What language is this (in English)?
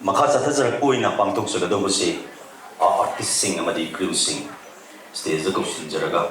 Manipuri